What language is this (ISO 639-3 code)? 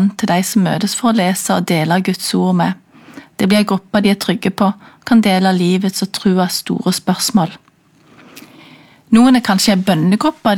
nor